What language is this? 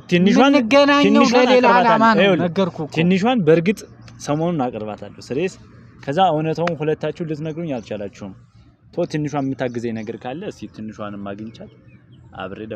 Amharic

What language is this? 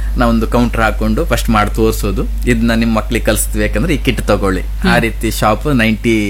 Kannada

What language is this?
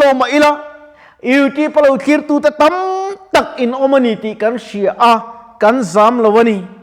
Mizo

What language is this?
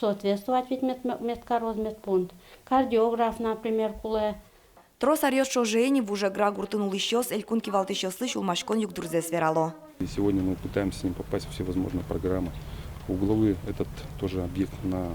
Udmurt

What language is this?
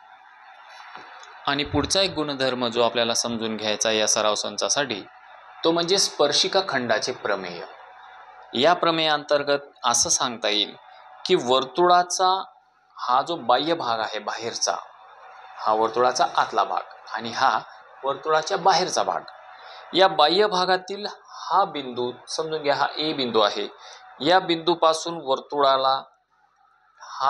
Marathi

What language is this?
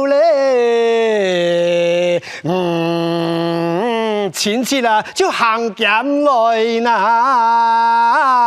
Hakka Chinese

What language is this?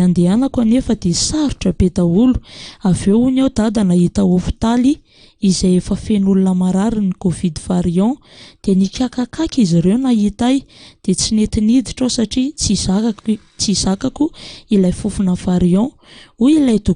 Malagasy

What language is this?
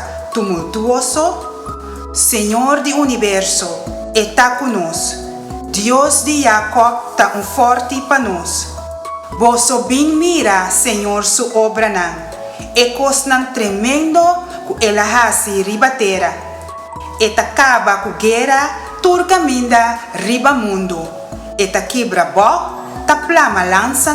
Papiamento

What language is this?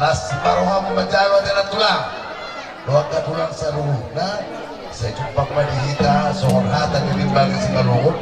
Batak Toba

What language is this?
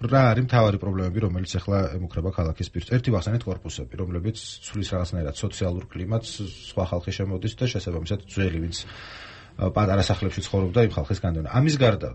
Georgian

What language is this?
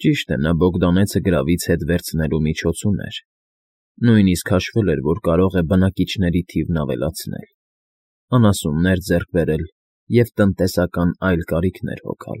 Armenian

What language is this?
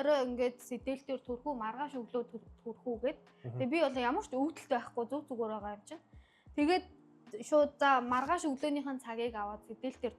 Mongolian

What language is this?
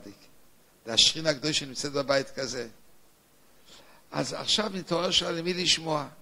Hebrew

